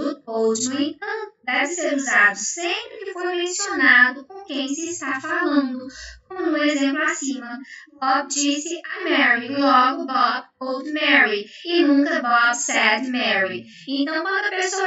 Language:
Portuguese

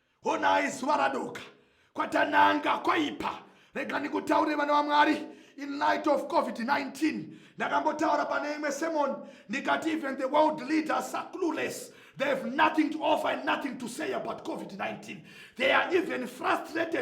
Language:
Shona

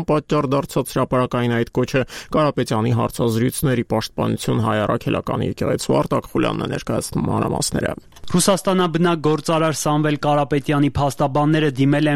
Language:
Armenian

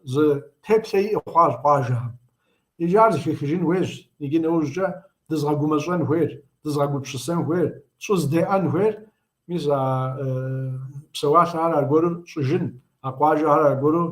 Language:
Kabardian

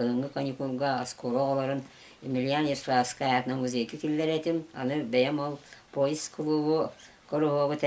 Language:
Yakut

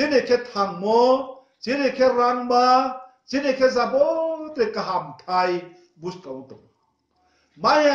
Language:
Riang (India)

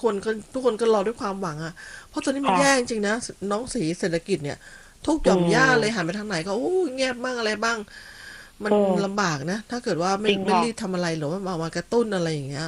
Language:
Thai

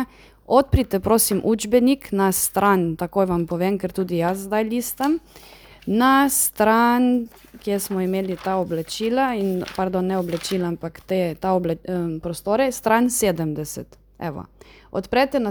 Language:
Slovenian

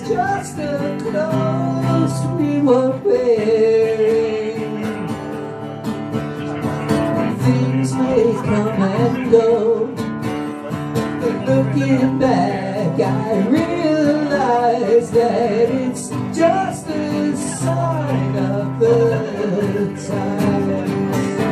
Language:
English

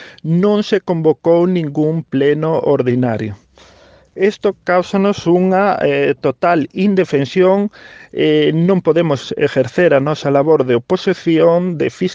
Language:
Galician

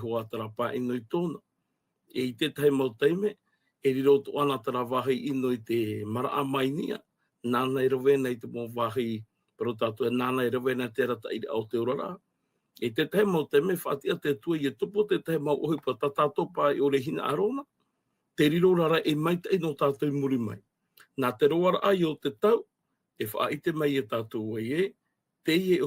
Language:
Tahitian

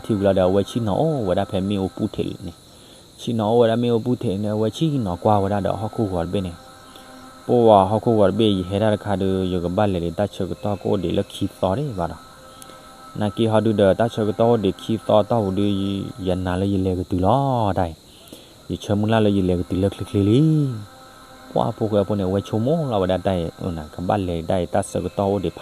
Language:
S'gaw Karen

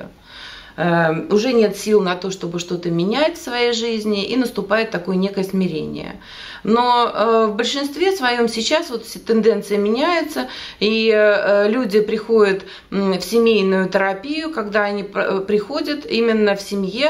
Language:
Russian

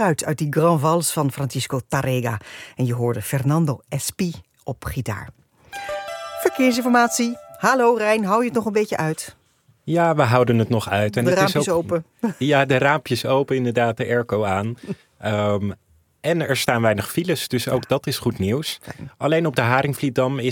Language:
Dutch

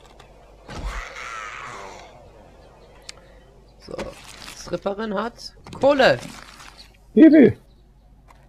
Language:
German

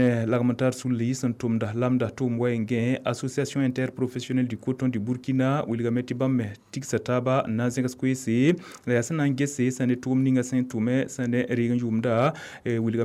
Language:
Mossi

